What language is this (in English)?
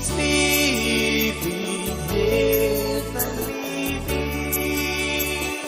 Pohnpeian